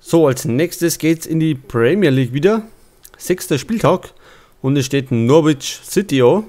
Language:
Bavarian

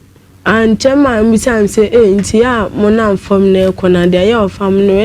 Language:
Akan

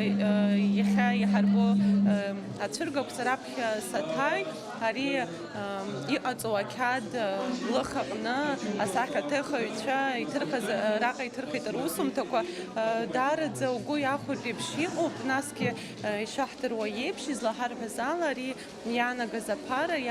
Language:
Abkhazian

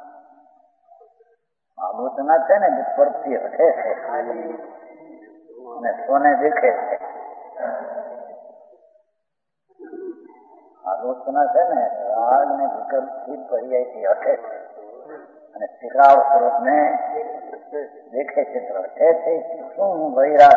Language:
Gujarati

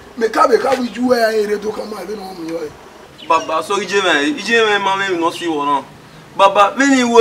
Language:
Bini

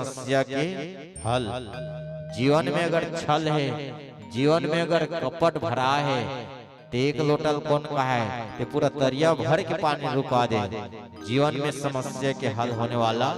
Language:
Chhattisgarhi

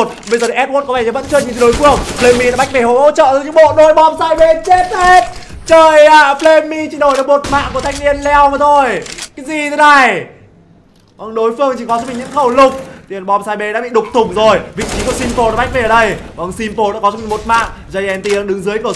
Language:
Vietnamese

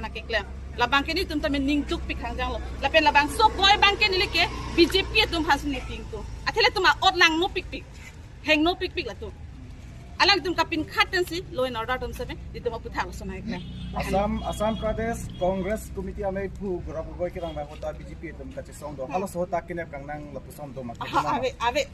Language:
Karbi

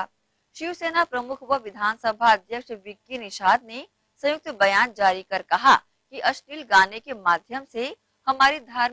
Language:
Hindi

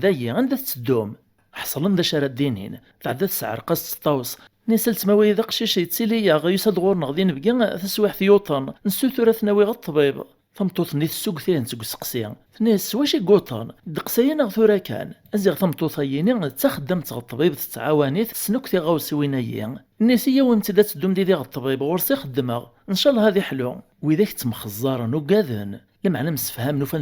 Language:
Kabyle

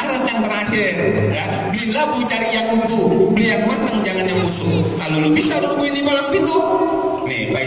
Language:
Betawi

